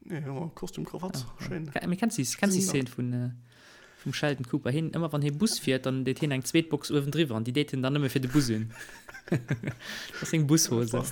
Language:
Luxembourgish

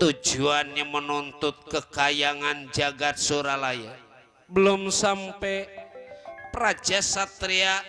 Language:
Betawi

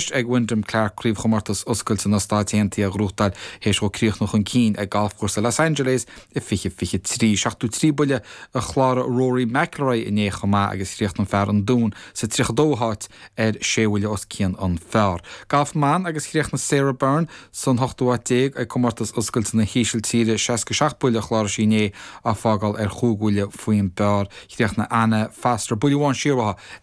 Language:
Irish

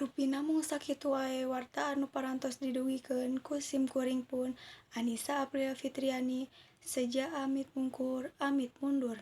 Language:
Sundanese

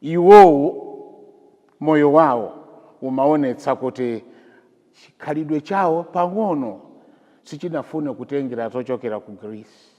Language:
Nyanja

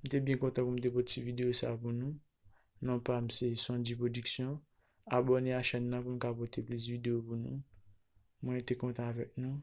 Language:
Haitian Creole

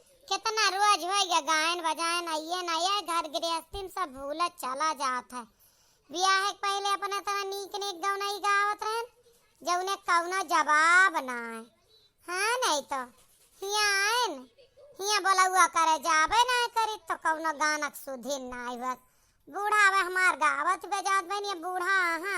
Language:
Awadhi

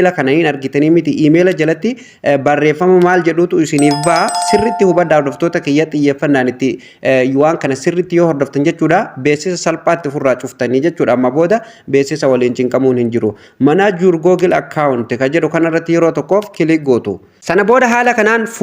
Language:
Oromo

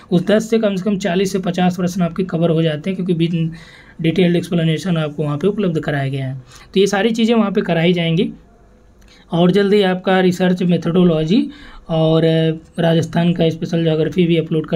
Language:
Hindi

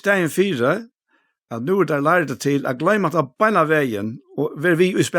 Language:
Faroese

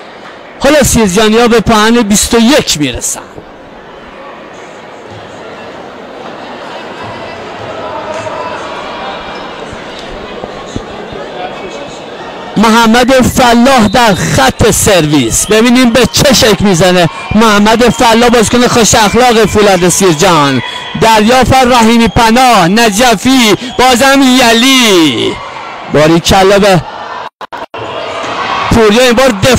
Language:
Persian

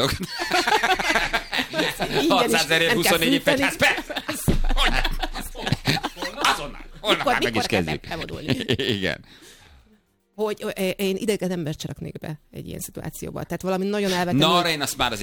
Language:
Hungarian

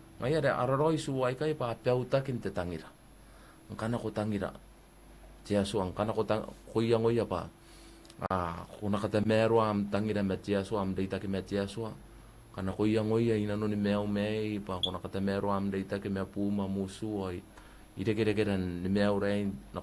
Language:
Gilbertese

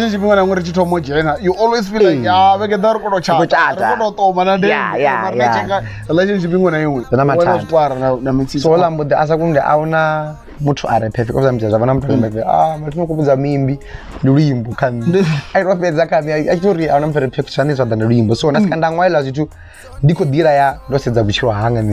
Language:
Venda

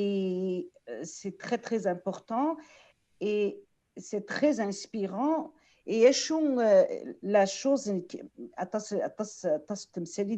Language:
Kabyle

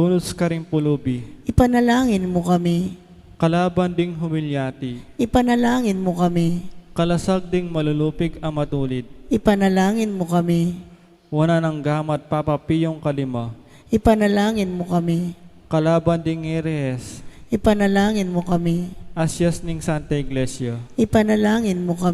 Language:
Pampanga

